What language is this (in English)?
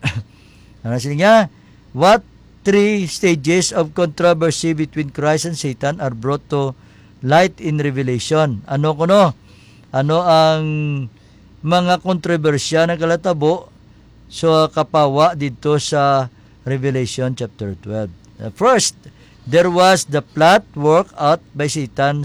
Hiligaynon